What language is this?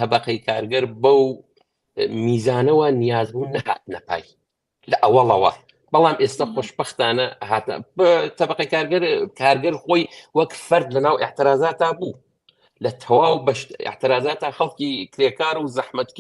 Central Kurdish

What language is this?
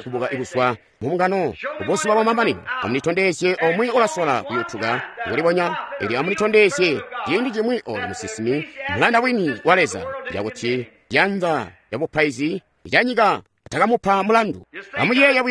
Tonga (Zambia)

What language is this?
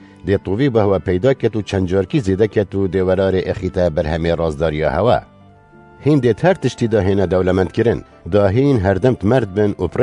Kurdish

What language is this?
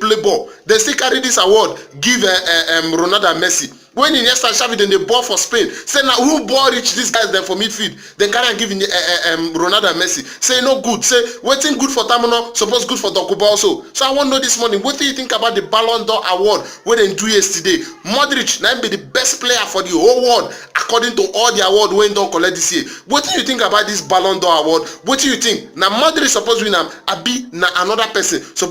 Nigerian Pidgin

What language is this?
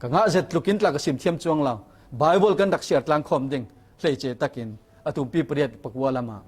Falam Chin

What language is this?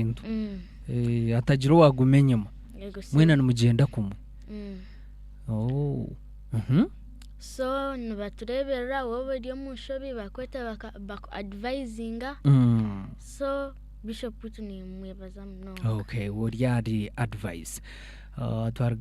Nyankole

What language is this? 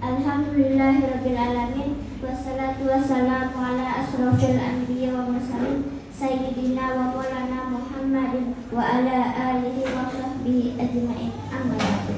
Banjar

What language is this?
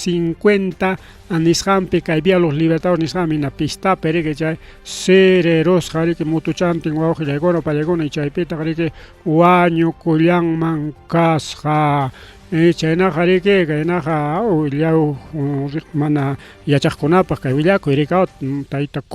Ayacucho Quechua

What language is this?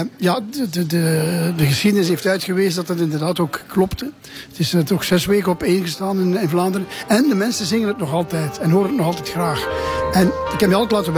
Dutch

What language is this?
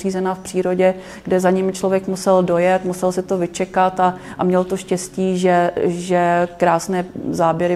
Czech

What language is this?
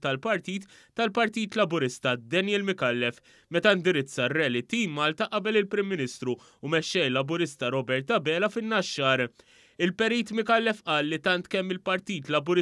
Maltese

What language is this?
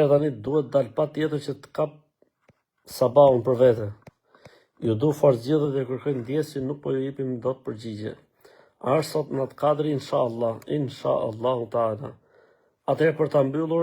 Albanian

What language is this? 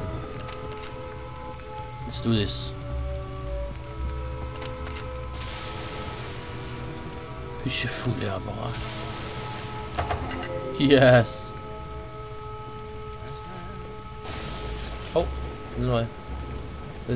Danish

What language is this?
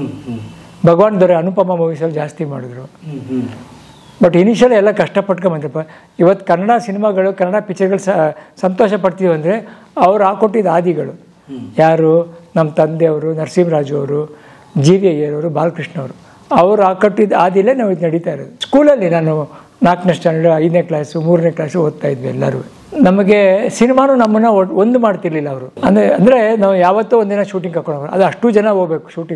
Kannada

